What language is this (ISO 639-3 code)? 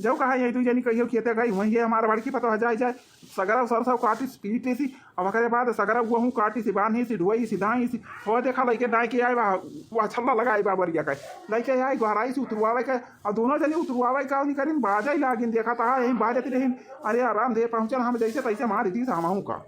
awa